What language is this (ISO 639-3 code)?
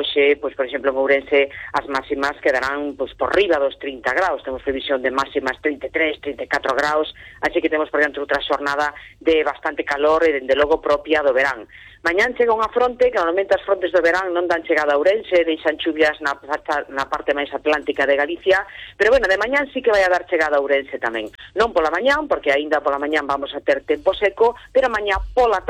glg